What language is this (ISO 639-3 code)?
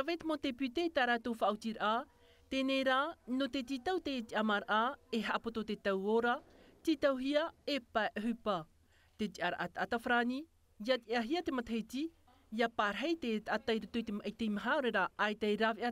tah